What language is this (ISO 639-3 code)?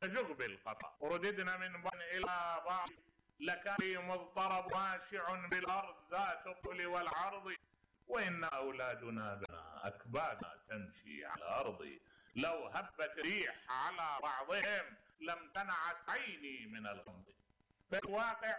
acm